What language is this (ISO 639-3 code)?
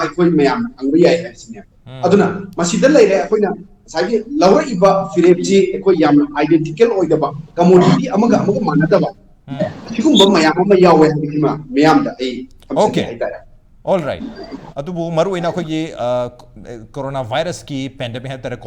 mni